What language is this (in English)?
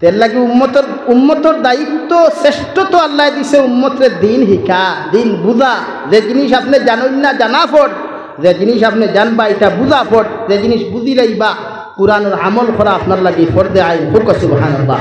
Sylheti